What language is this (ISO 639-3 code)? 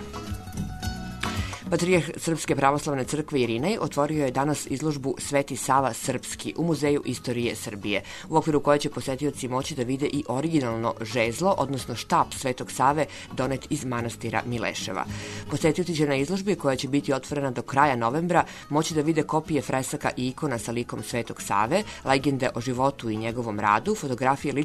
srp